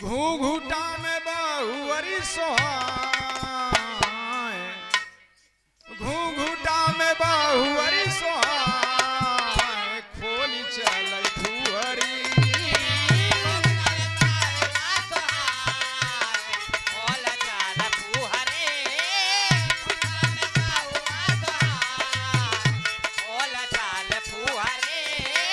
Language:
Bhojpuri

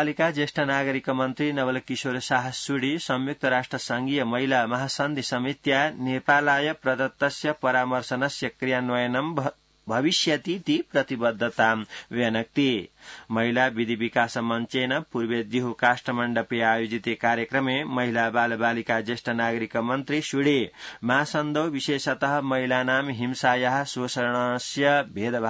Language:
Sanskrit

